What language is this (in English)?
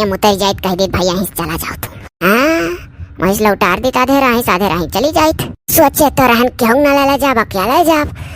Awadhi